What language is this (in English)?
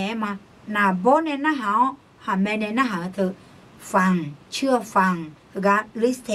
Akha